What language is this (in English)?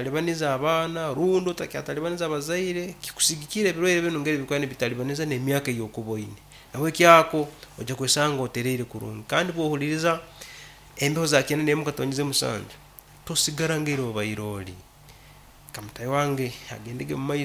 Nyankole